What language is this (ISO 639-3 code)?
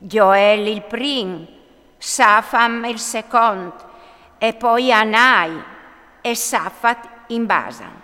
fur